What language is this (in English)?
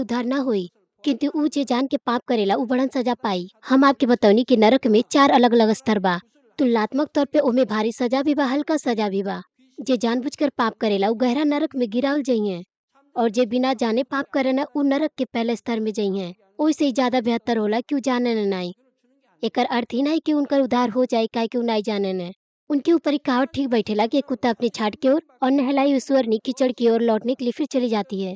Bhojpuri